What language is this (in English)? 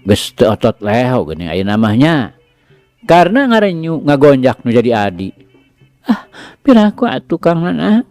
Sundanese